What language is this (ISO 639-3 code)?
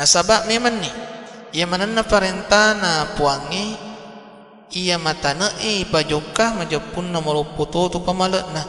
bug